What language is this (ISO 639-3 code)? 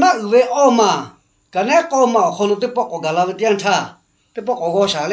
lhu